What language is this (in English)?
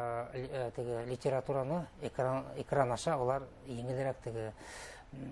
Bashkir